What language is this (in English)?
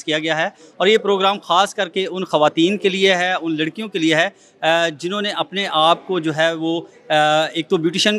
Urdu